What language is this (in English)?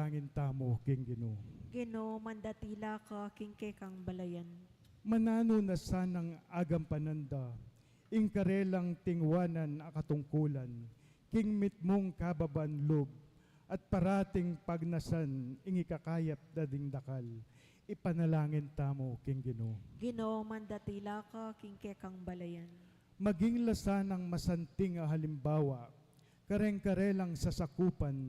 Pampanga